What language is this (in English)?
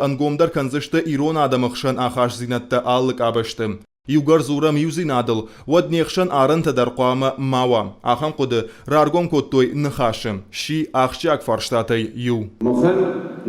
Ossetic